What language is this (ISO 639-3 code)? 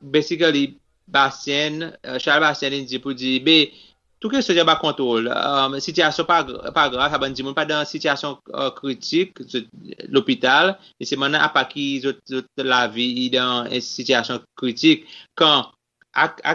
crs